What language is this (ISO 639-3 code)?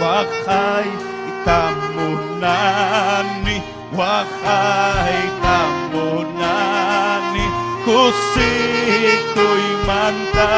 quy